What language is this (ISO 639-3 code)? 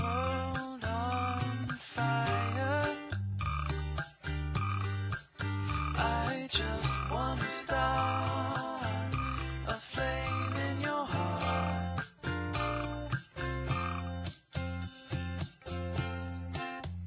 eng